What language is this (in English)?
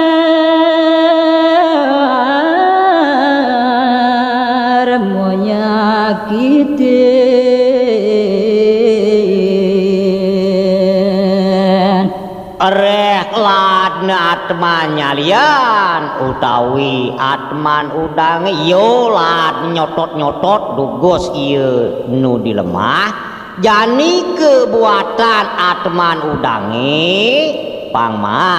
Balinese